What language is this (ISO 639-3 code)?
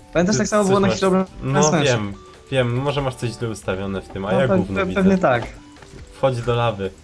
pol